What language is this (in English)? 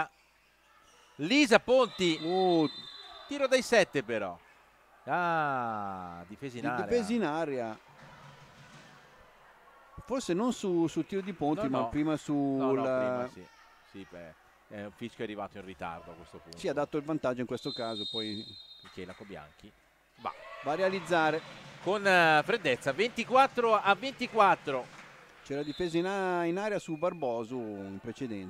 Italian